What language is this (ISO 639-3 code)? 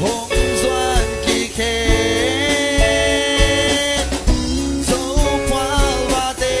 ctd